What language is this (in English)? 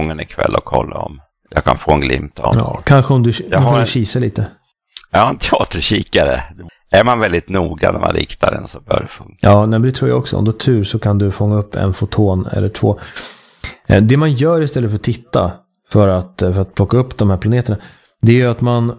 Swedish